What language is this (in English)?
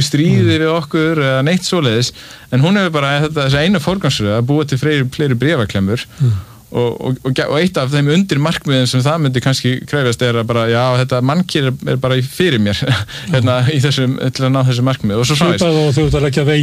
Icelandic